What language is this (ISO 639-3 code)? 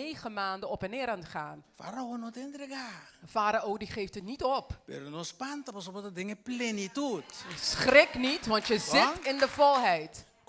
pap